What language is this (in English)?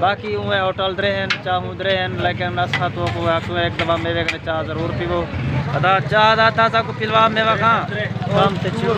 Saraiki